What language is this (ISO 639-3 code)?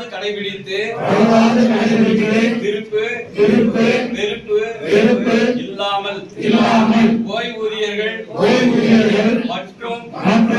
tam